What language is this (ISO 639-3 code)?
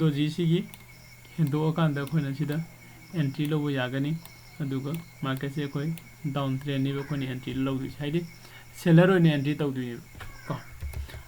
mni